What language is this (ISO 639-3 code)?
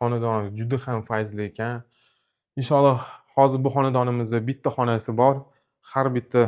uzb